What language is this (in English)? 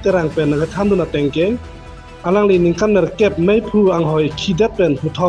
Karbi